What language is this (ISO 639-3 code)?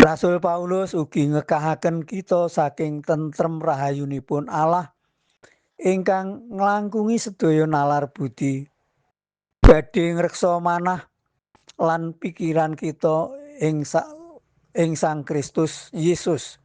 jav